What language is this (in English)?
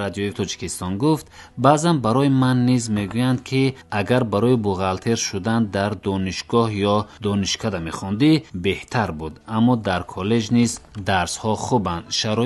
Tajik